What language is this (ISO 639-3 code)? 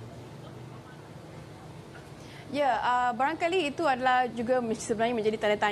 msa